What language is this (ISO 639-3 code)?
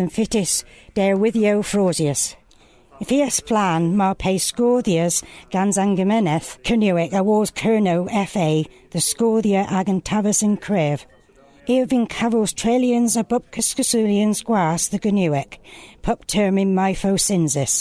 cor